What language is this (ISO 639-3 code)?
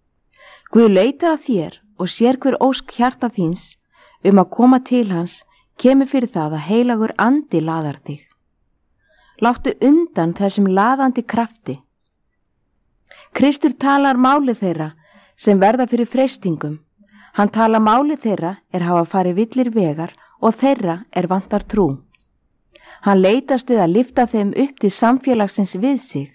isl